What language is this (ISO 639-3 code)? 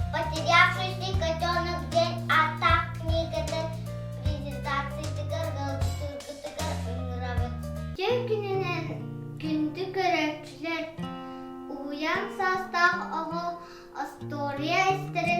sah